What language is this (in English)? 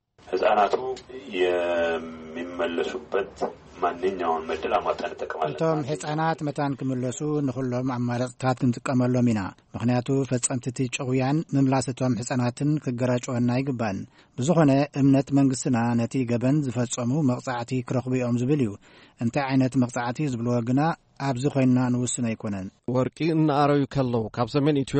Tigrinya